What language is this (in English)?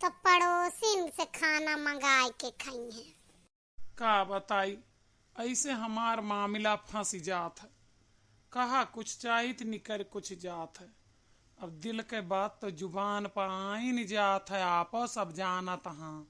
Awadhi